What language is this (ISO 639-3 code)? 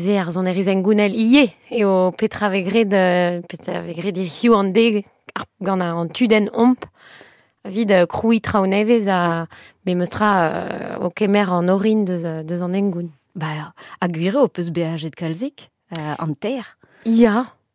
bre